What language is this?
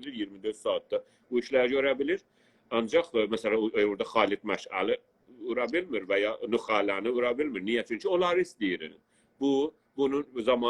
South Azerbaijani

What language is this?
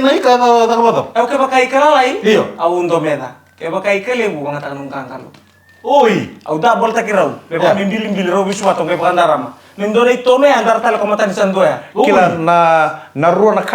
Fijian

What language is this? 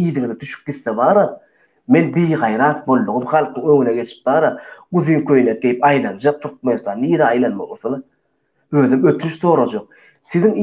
Turkmen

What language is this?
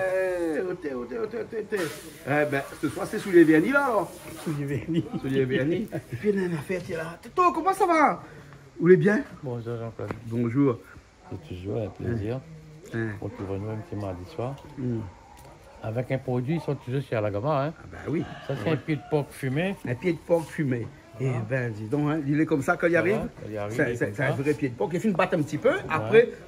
Réunion Creole French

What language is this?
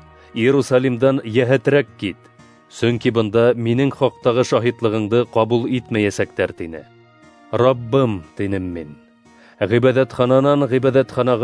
Bashkir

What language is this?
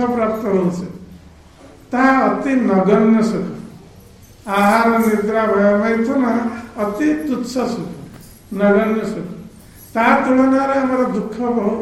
Odia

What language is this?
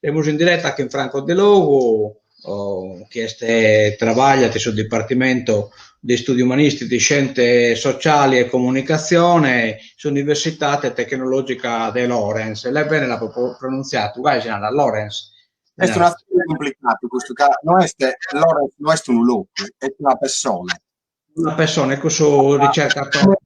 Sardinian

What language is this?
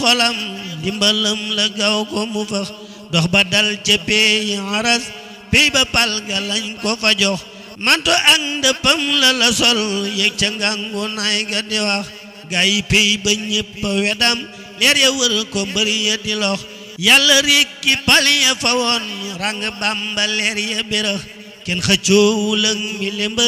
Wolof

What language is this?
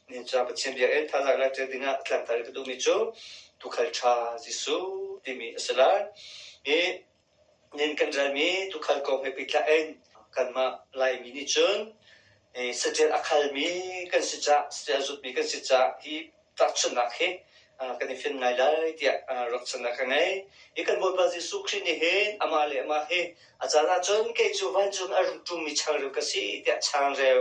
Hakha Chin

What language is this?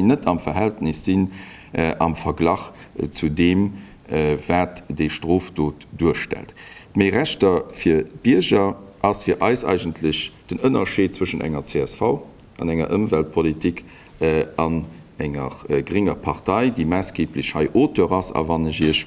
Luxembourgish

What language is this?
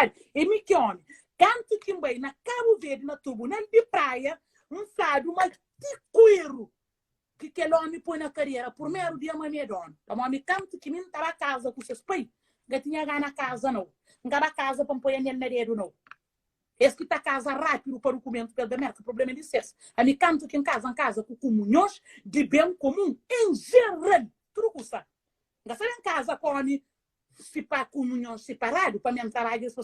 Kabuverdianu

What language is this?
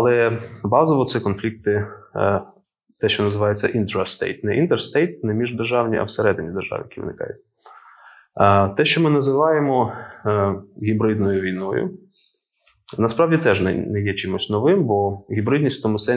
Ukrainian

